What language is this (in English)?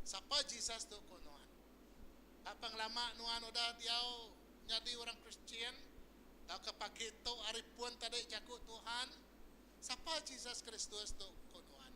Iban